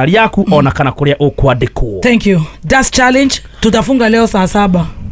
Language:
Kikuyu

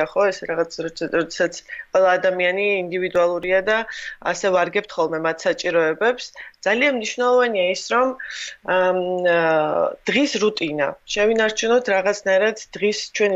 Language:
Georgian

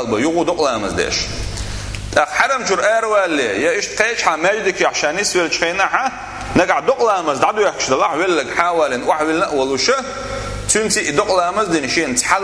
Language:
Chechen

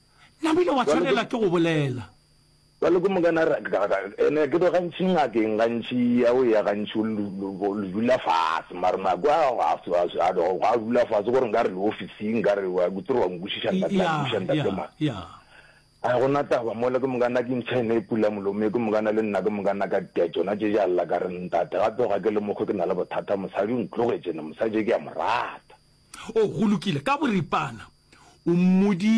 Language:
Northern Sotho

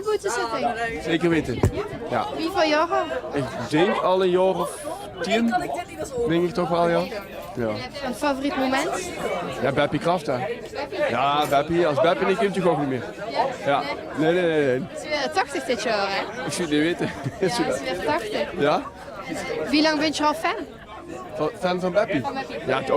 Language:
Limburgish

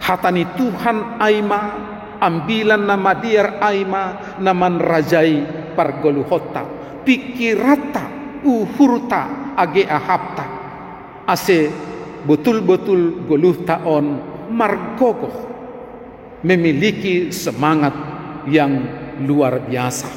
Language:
Batak Simalungun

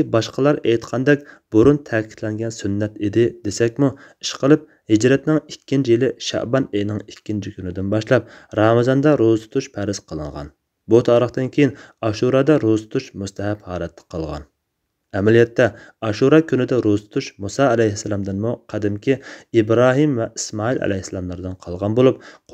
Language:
Uyghur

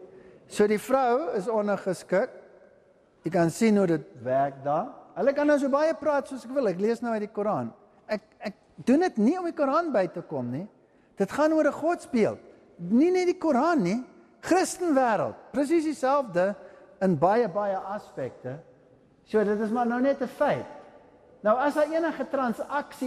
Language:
Afrikaans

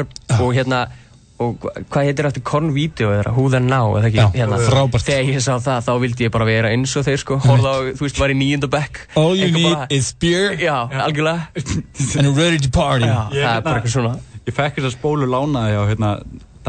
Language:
Icelandic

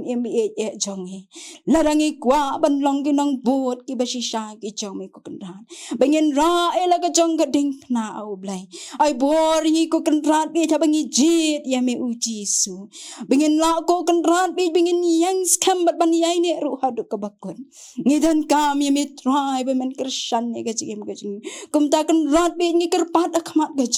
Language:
Khasi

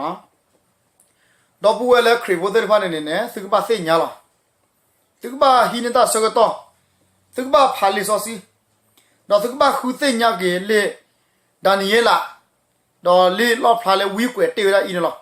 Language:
S'gaw Karen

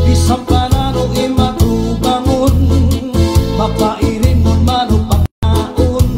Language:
Waray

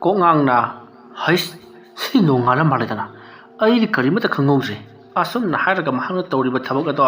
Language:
Manipuri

